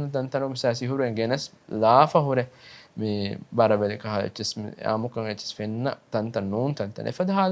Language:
Divehi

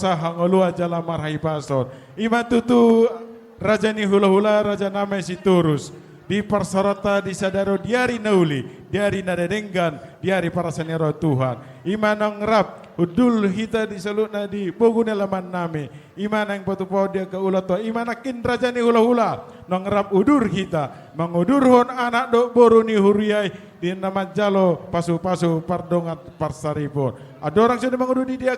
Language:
Batak Toba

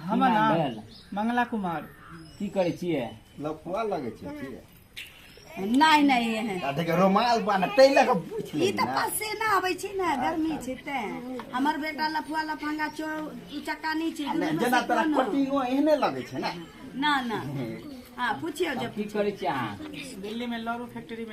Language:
Maithili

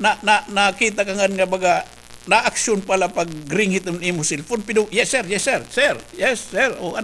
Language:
Waray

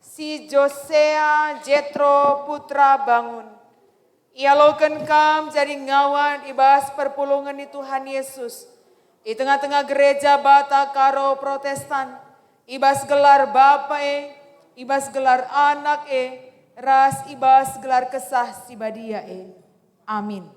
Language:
Batak Karo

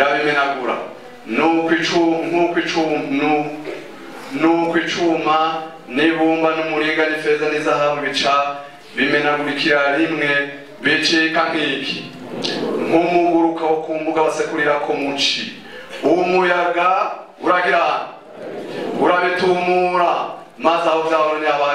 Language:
Rundi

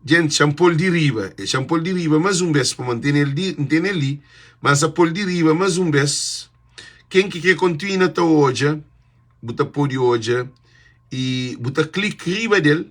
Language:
Kabuverdianu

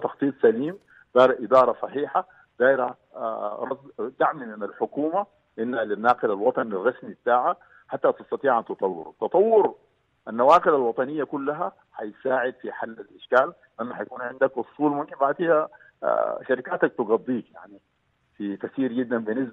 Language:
Sudanese Arabic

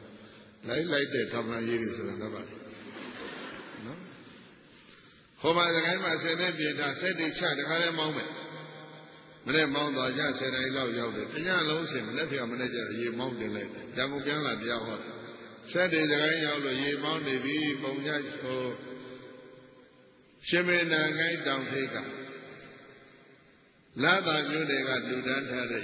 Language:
Burmese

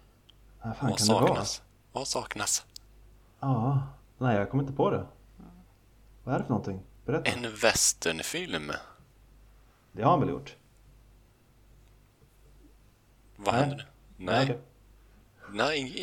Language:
Swedish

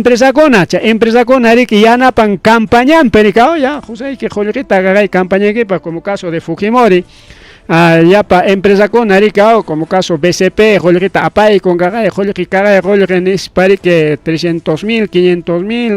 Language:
Ayacucho Quechua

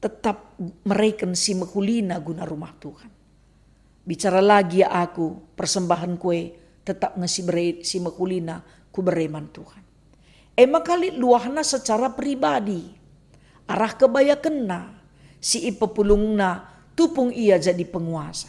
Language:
Batak Karo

